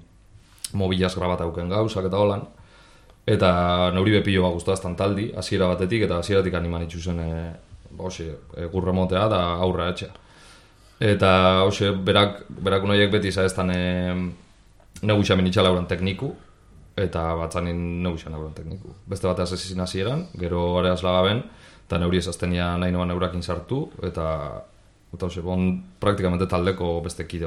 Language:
Basque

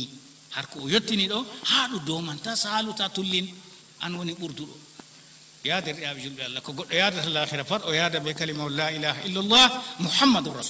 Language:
Fula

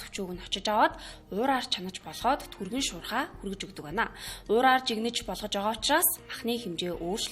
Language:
Mongolian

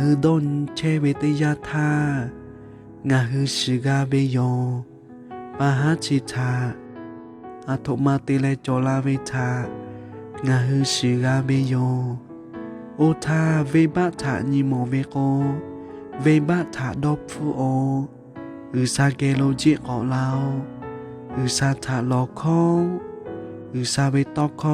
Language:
Lahu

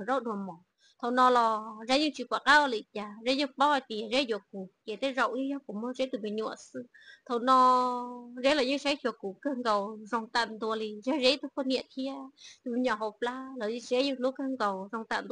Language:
Hmong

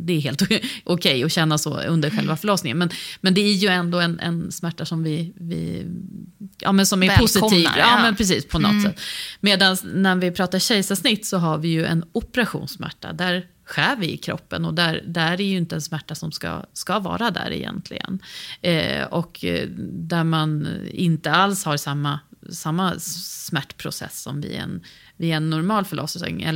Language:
Swedish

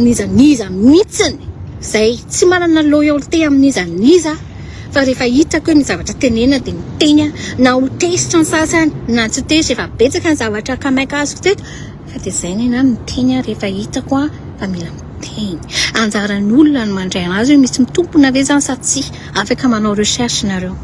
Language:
Malagasy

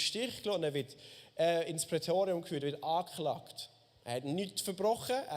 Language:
Swiss German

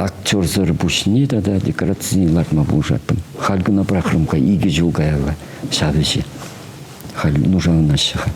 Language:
Chuvash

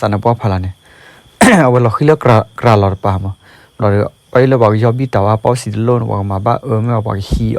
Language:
S'gaw Karen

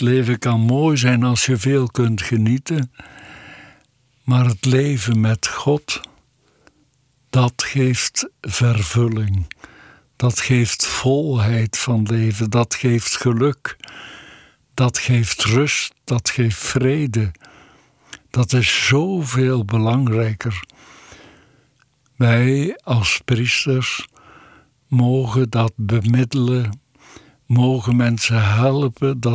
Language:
Dutch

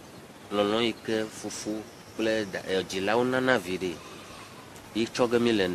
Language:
Ewe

